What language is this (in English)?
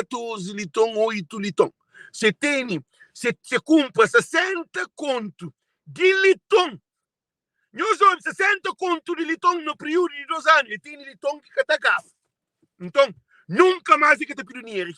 Kabuverdianu